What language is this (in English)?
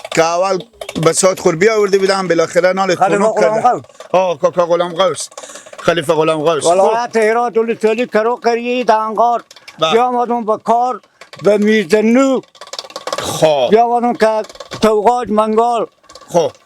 Persian